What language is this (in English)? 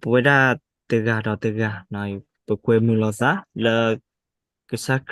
S'gaw Karen